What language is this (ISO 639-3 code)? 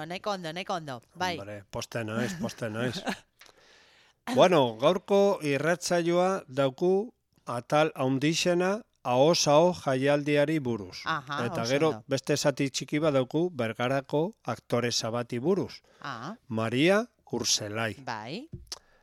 eus